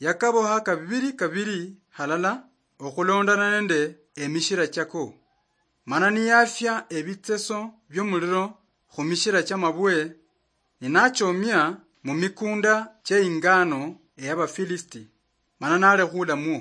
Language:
Luyia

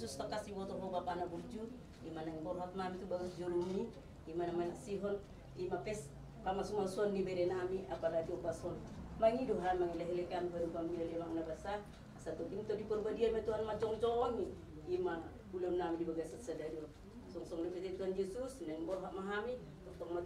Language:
Batak Toba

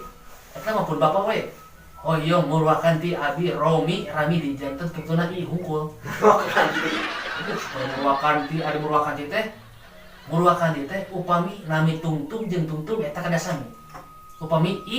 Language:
Sundanese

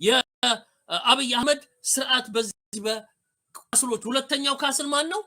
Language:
Amharic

